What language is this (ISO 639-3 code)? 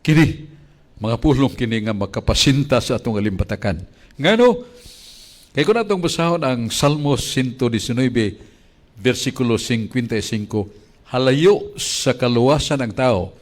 ceb